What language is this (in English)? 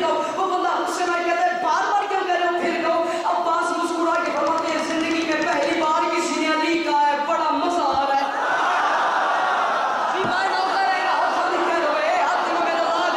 Urdu